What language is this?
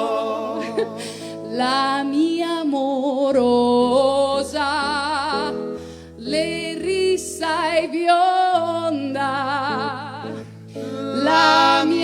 Venetian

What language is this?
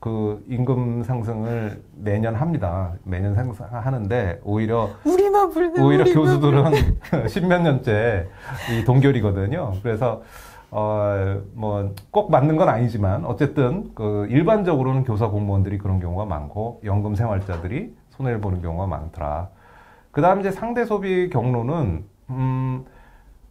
Korean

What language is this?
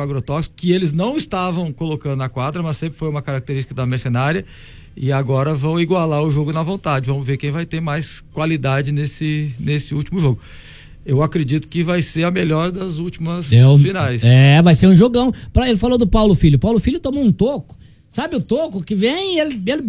Portuguese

